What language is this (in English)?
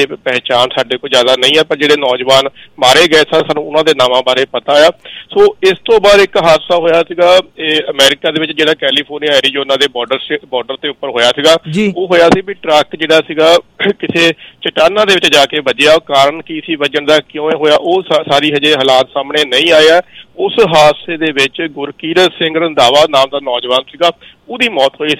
Punjabi